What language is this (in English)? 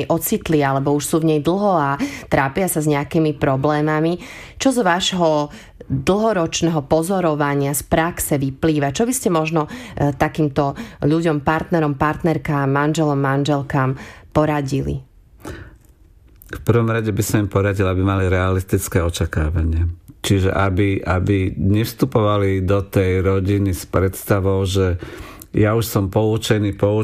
Slovak